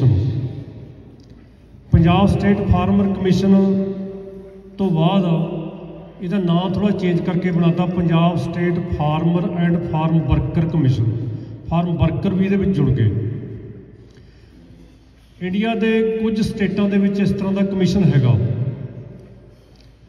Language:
Punjabi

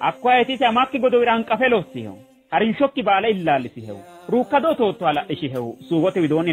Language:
Sidamo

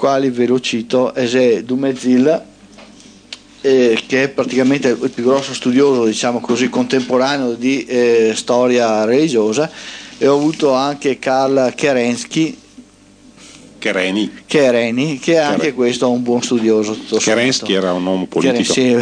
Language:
Italian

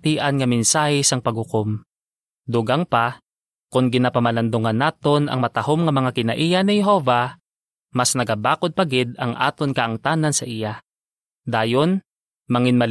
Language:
Hiligaynon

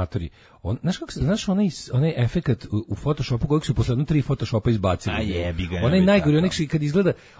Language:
Serbian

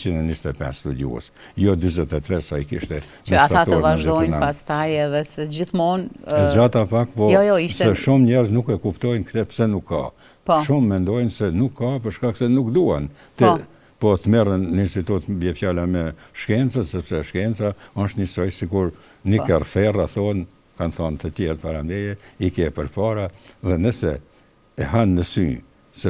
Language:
Albanian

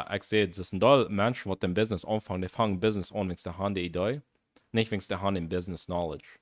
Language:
Plautdietsch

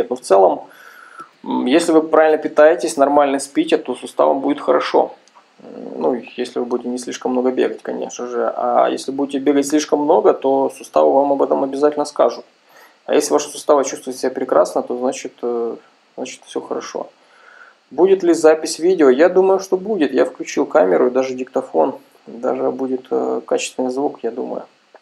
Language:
Russian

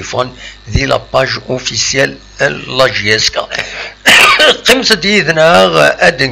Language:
Kabyle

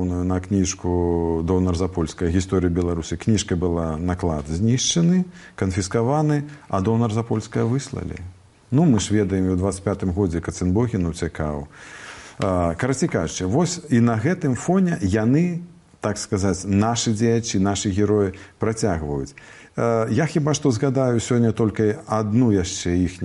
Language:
Belarusian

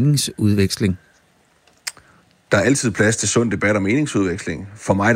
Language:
Danish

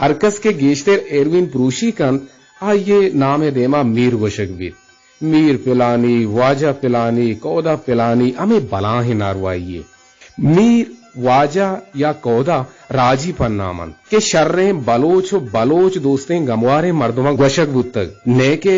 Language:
Eastern Balochi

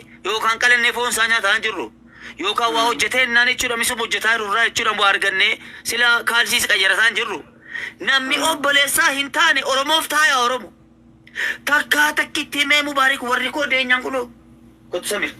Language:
Oromo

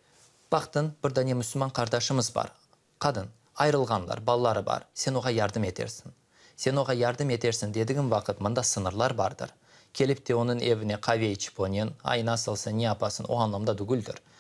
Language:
Crimean Tatar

